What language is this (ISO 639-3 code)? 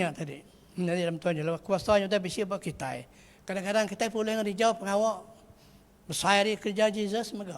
iba